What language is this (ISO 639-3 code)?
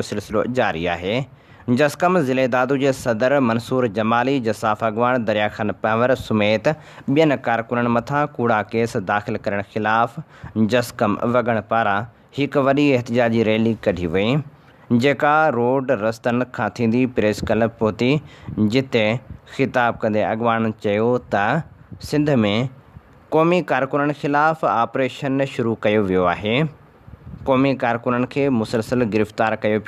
snd